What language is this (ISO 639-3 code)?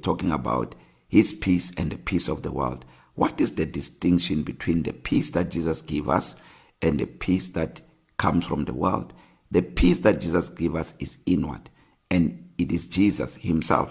eng